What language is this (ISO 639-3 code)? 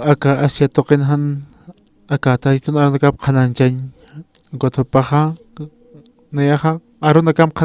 aym